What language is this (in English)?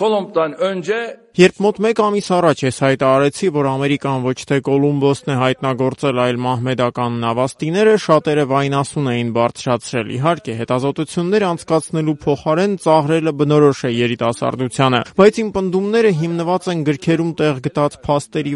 Armenian